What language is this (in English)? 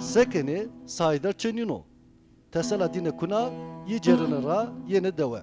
Zaza